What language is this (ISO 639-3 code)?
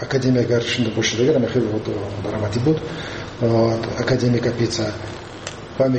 tgk